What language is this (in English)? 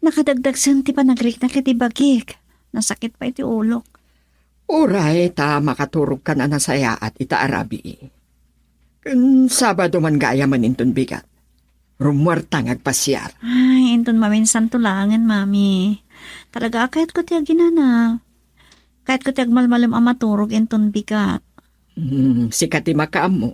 Iloko